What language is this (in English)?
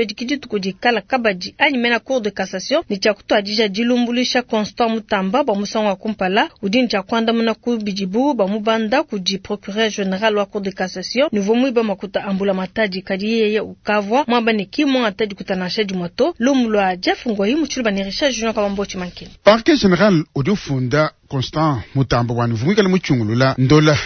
Luba-Lulua